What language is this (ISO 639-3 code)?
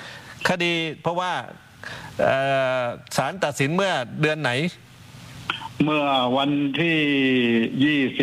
tha